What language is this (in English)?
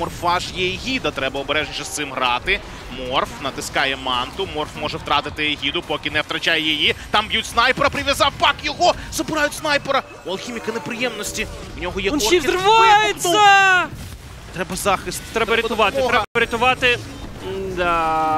Ukrainian